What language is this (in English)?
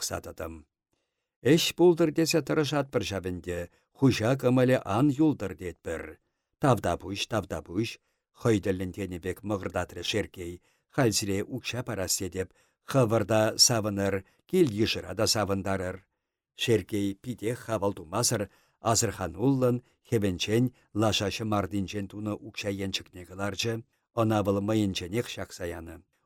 Chuvash